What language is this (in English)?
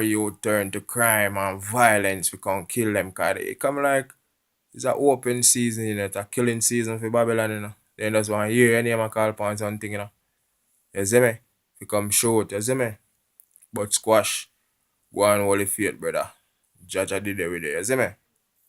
Jamaican Creole English